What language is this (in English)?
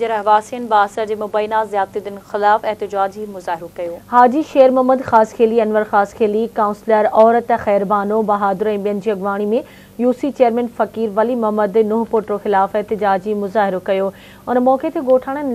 Sindhi